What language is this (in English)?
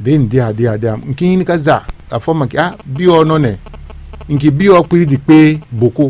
Fon